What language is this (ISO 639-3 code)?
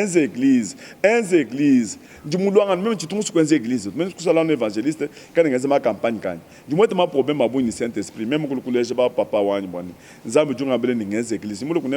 lua